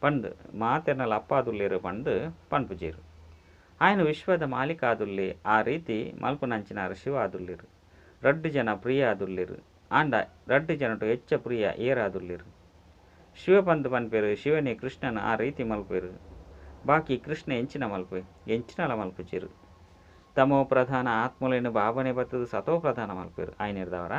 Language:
Tulu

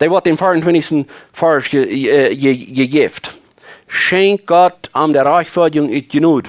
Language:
Plautdietsch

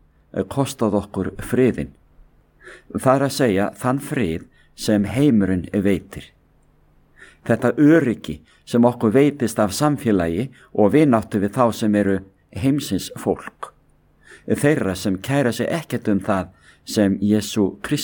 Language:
Icelandic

